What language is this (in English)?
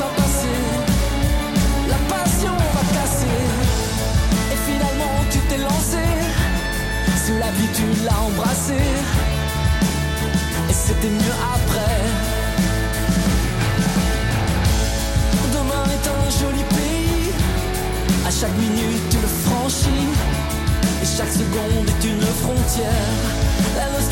French